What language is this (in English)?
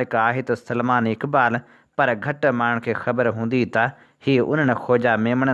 Sindhi